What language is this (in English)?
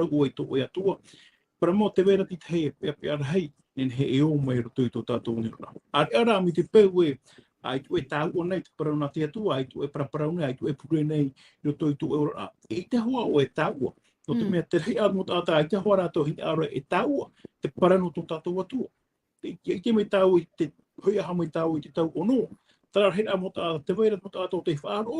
Tahitian